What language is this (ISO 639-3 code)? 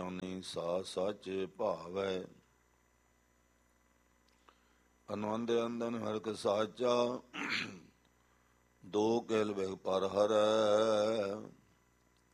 pan